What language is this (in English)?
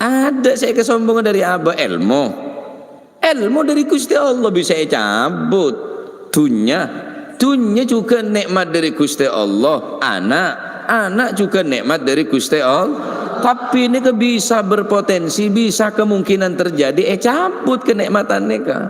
Madurese